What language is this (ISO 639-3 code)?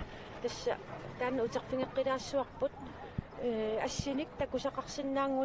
kal